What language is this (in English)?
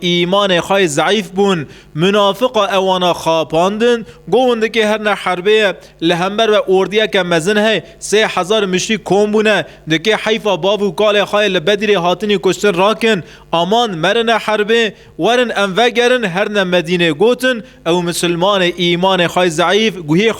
Kurdish